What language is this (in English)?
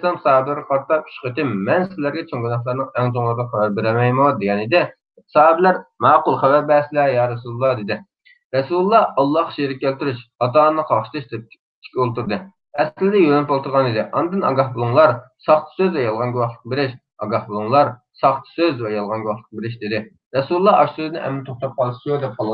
Uyghur